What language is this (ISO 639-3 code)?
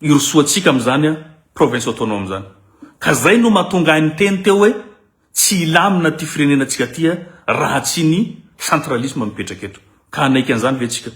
mlg